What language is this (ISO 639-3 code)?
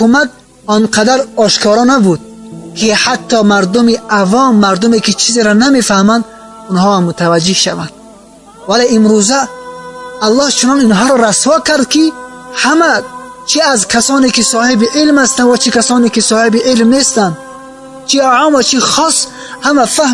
tgk